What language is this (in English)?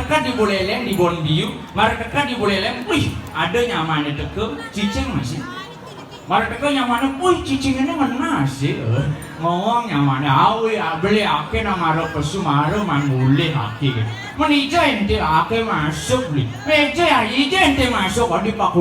Balinese